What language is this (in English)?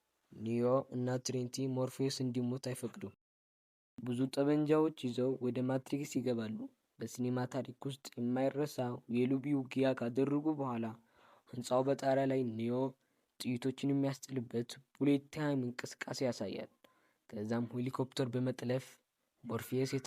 Amharic